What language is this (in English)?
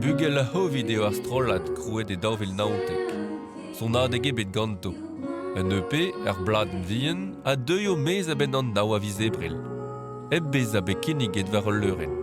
Breton